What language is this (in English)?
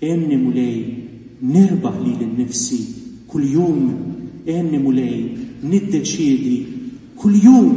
Maltese